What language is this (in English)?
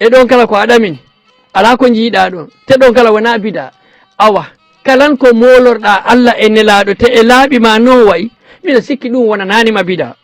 Fula